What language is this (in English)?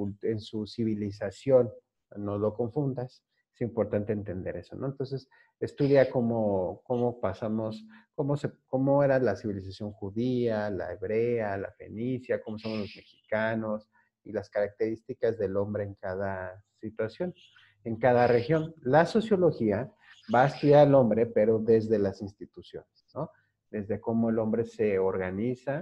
Spanish